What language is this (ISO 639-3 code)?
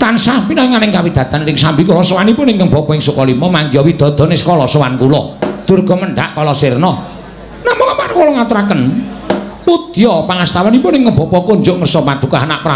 jav